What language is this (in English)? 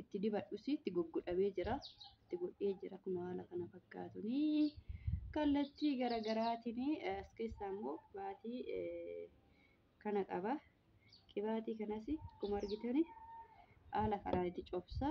Oromo